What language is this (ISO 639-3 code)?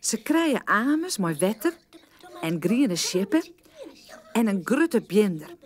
fry